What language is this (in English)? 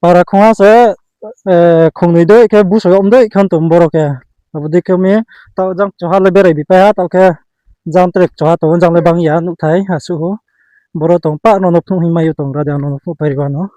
Riang (India)